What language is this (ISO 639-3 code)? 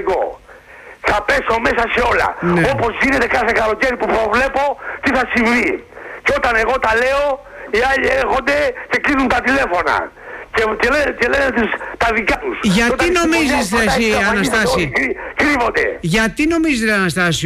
ell